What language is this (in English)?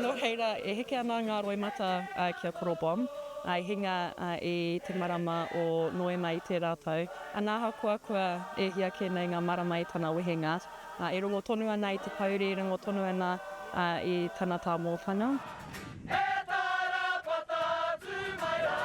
Māori